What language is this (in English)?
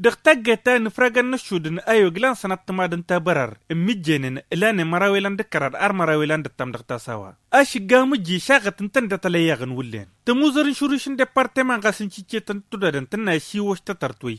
Tamasheq